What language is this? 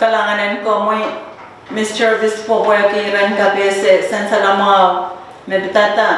Pohnpeian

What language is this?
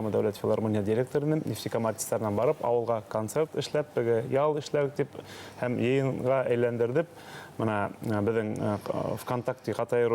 Bashkir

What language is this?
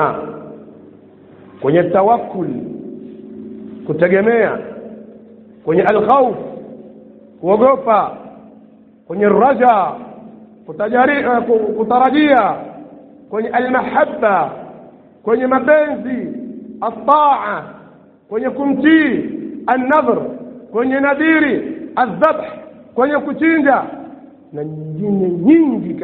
Swahili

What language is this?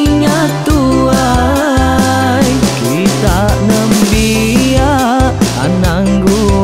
Iban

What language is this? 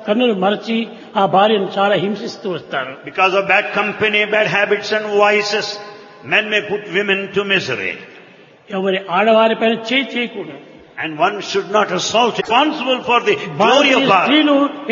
Telugu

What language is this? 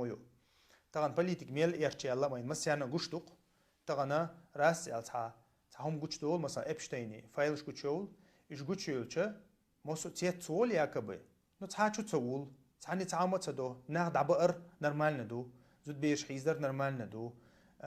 Chechen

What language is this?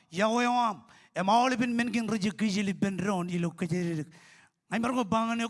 Marshallese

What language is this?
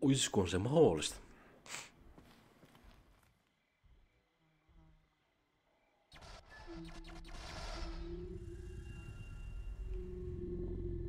Finnish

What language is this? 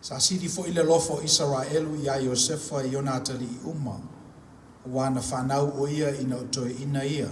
Samoan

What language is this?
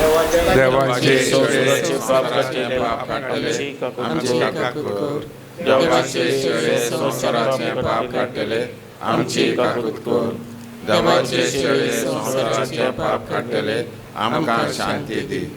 Konkani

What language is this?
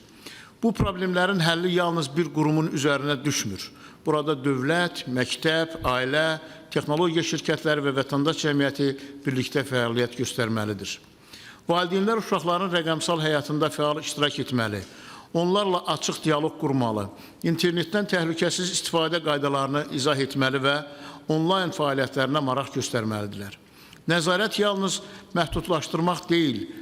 Azerbaijani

